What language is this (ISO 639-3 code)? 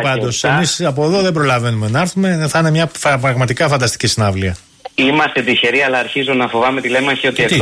ell